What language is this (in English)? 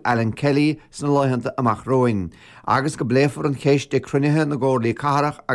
Irish